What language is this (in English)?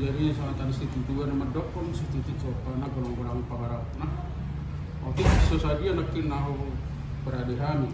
Batak Toba